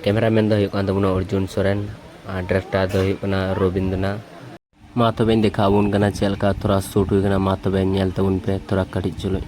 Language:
Santali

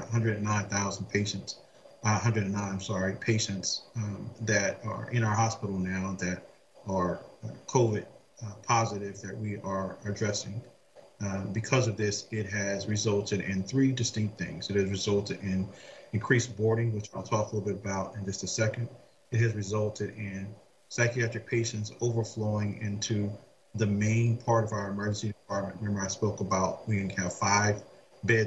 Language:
English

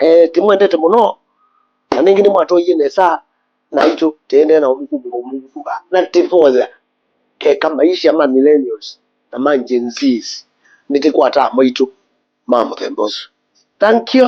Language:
Kamba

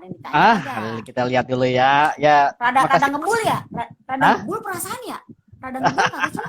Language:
Betawi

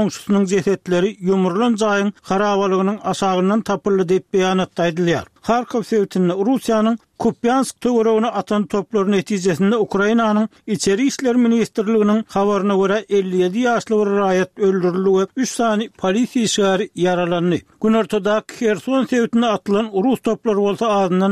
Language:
Turkmen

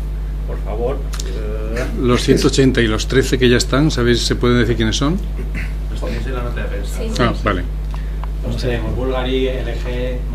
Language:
Spanish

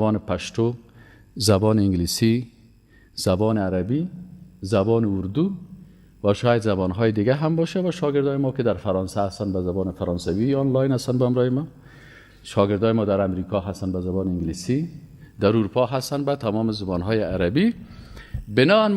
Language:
Persian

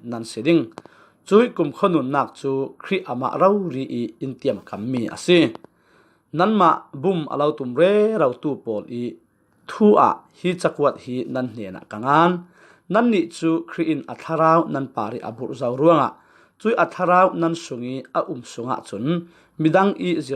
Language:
Falam Chin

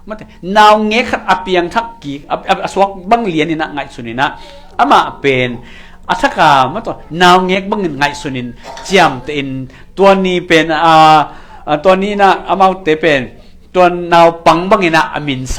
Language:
Tedim Chin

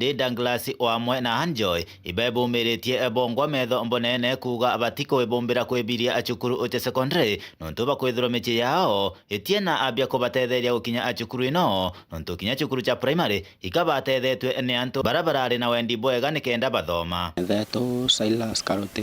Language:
Meru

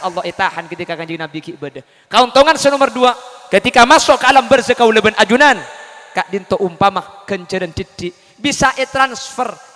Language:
Madurese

